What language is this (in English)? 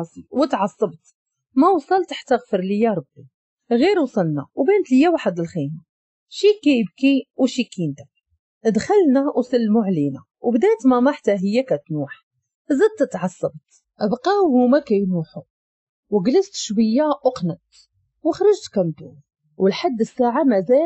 Moroccan Arabic